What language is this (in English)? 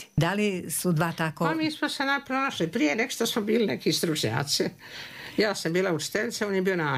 Serbian